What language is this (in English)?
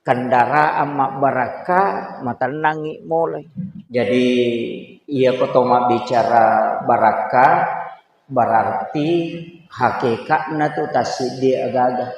Buginese